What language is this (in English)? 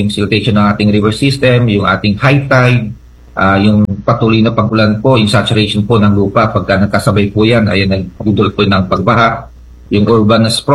Filipino